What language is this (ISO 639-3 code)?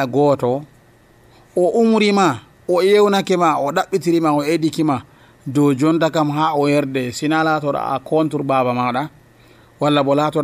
fuv